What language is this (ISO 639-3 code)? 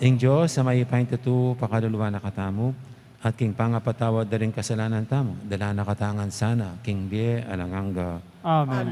pam